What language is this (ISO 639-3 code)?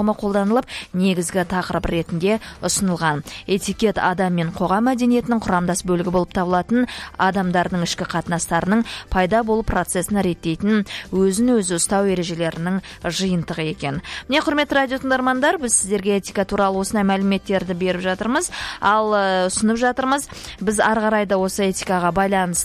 kaz